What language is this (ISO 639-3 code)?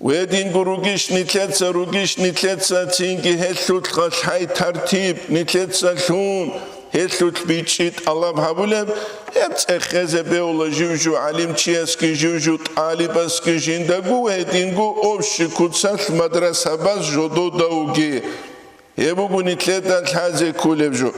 ava